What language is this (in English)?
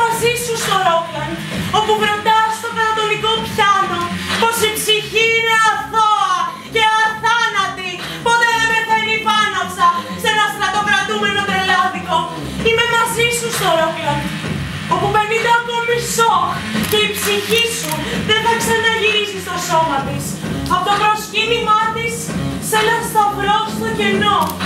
Greek